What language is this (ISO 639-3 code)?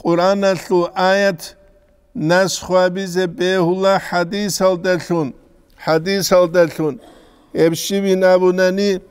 ava